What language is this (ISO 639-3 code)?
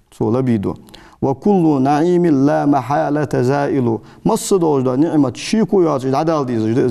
inh